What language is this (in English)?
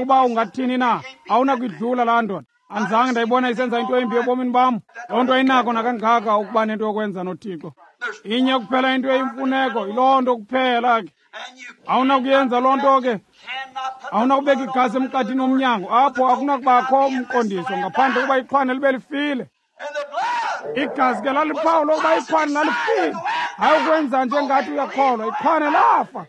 Xhosa